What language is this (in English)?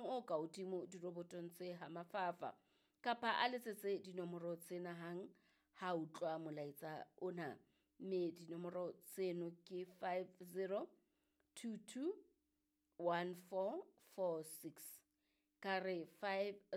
Southern Sotho